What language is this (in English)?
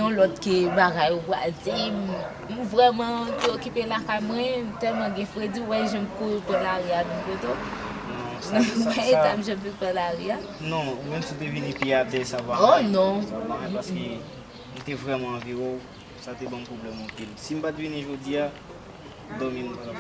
Haitian Creole